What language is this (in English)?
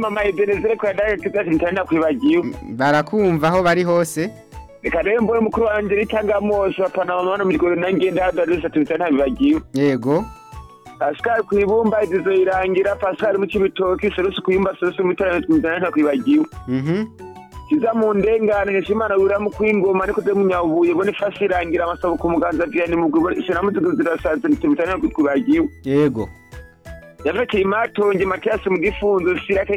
Rundi